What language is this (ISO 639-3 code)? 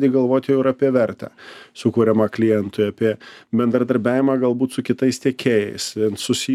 lit